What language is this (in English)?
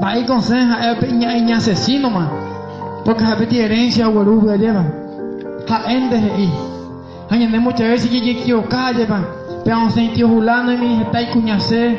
Guarani